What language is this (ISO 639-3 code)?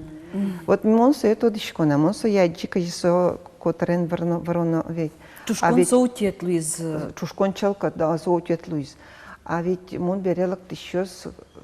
udm